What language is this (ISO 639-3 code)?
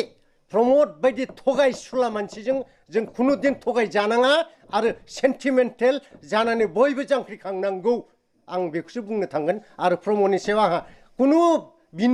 brx